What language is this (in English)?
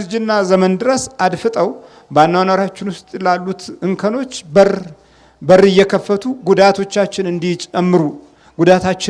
Amharic